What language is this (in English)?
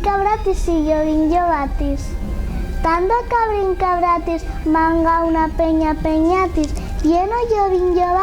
Asturian